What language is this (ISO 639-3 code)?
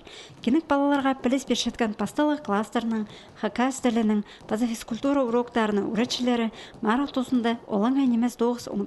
kjh